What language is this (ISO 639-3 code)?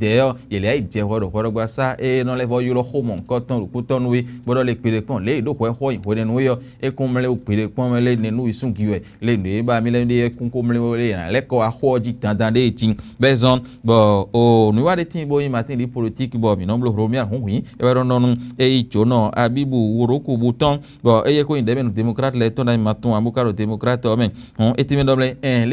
fon